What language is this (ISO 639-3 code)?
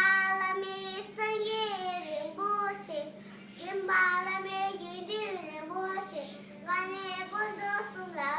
bod